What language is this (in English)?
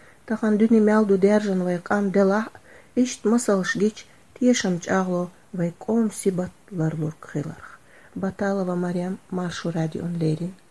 Chechen